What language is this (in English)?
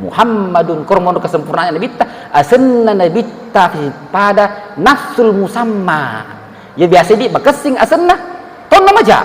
Buginese